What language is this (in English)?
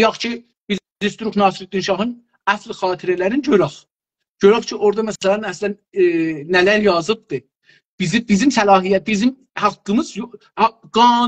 South Azerbaijani